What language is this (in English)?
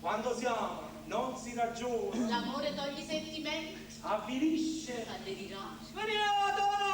Neapolitan